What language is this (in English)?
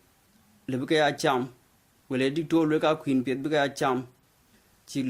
Dinka